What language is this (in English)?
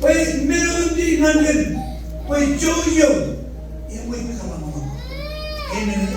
Marshallese